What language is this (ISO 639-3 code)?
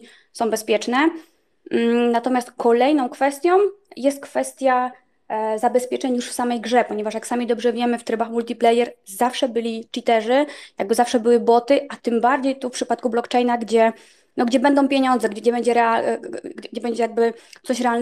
pol